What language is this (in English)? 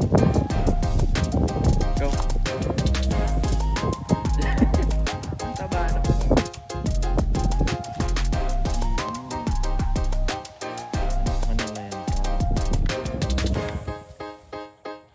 Filipino